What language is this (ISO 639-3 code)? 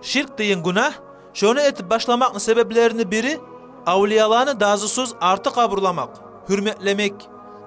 kum